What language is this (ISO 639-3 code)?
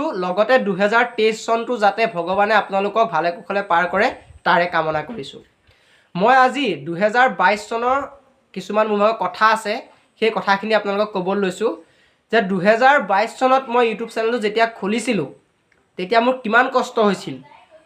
asm